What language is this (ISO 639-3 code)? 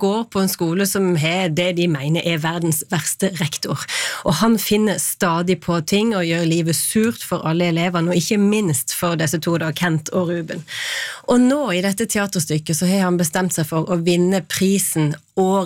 nor